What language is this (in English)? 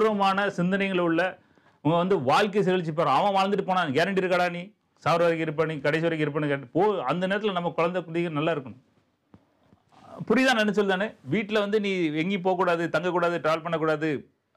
Tamil